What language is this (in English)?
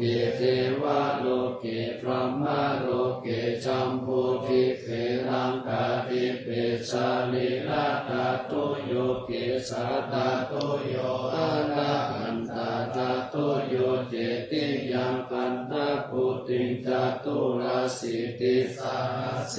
Pali